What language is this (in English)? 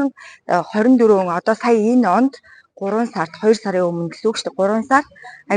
Mongolian